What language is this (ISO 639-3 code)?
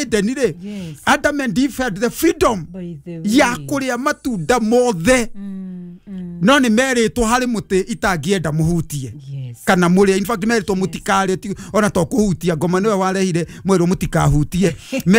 kik